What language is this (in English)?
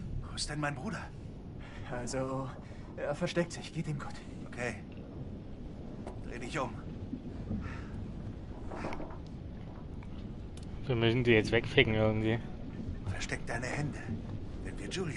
German